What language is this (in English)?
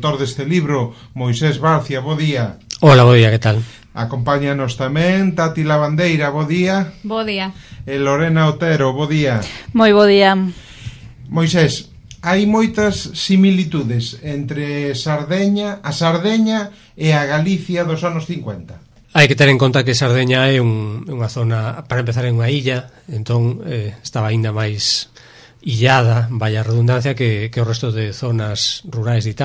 Galician